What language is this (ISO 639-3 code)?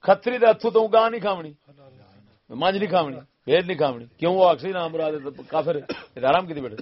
skr